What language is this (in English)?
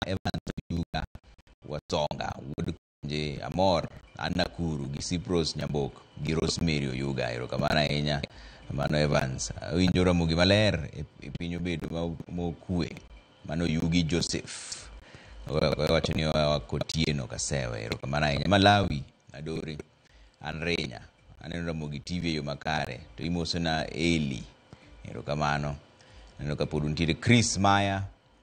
Luo (Kenya and Tanzania)